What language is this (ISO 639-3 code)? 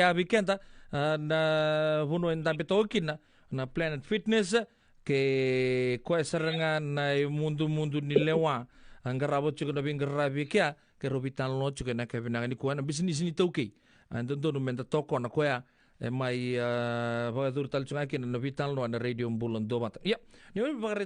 fij